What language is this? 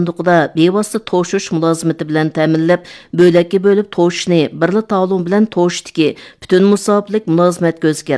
Uyghur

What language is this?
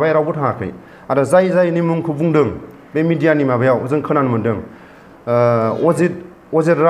Bodo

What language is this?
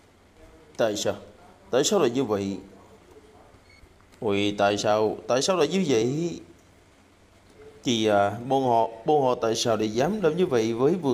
Vietnamese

